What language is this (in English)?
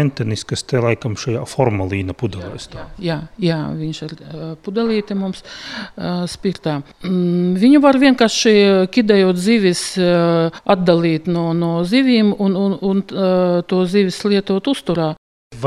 Latvian